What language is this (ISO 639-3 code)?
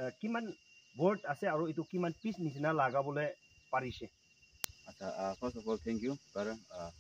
nag